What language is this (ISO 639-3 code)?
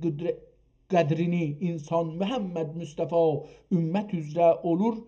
azb